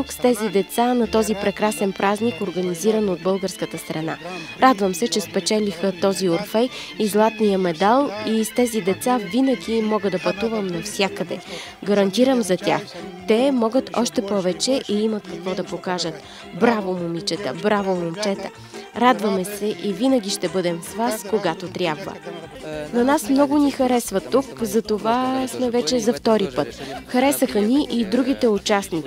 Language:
Bulgarian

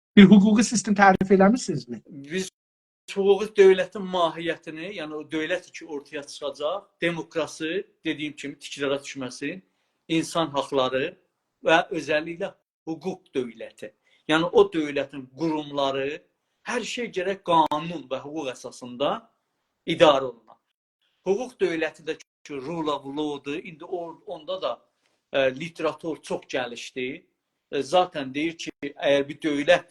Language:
South Azerbaijani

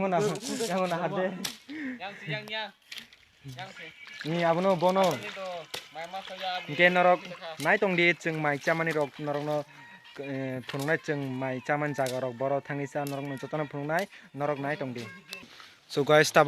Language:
Kok Borok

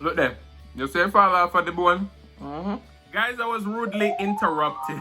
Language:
Jamaican Creole English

